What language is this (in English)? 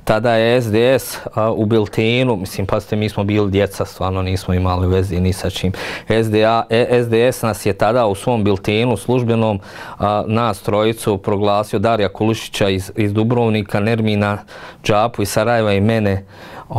Bosnian